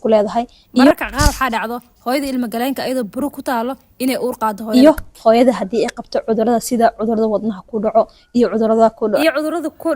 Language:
Somali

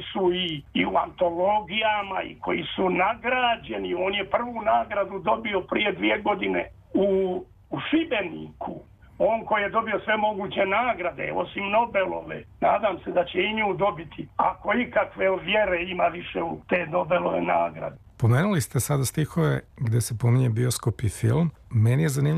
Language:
Serbian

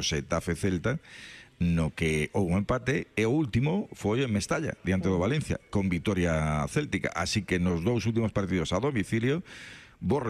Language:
Galician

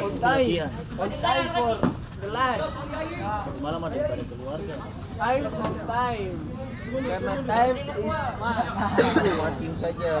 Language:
Ambonese Malay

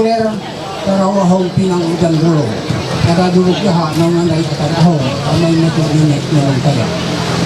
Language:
Ma'anyan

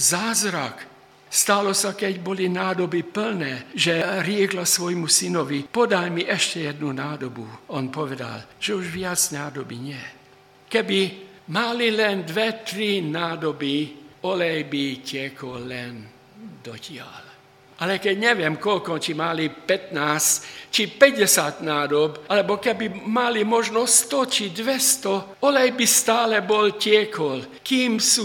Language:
Slovak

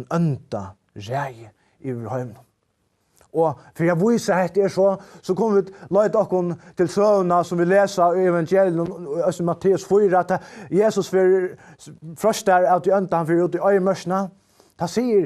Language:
Faroese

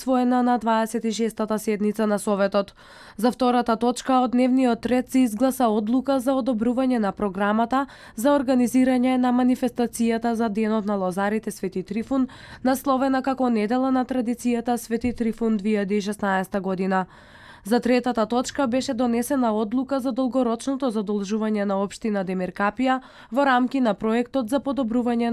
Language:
Macedonian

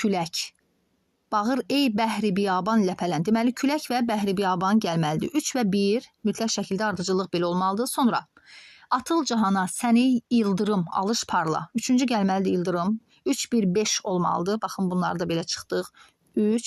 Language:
Azerbaijani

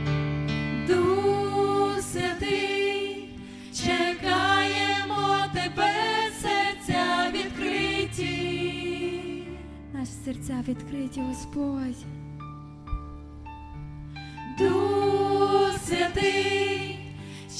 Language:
Ukrainian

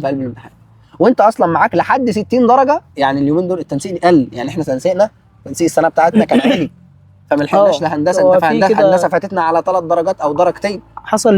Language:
Egyptian Arabic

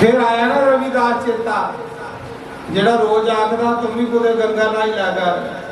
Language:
Dogri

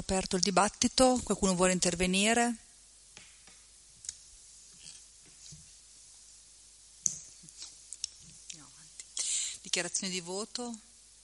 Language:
Italian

